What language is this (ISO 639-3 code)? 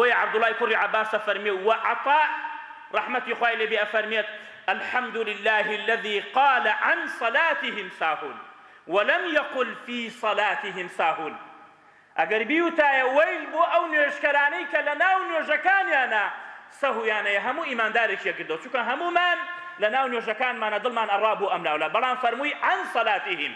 ckb